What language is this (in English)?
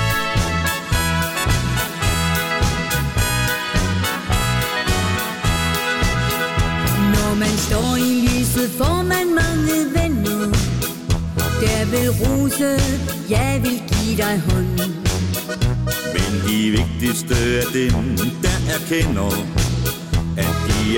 Danish